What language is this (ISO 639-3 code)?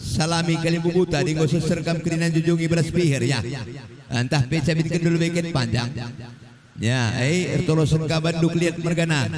btx